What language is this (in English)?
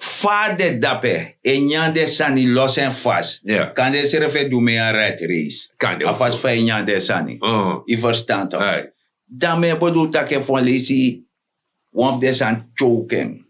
Sranan Tongo